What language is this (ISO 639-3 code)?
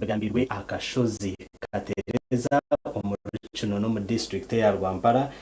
nyn